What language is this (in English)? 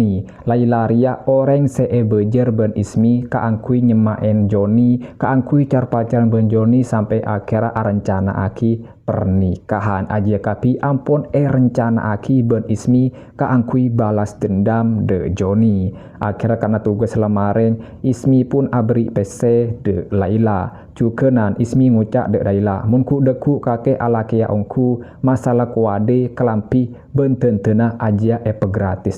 Madurese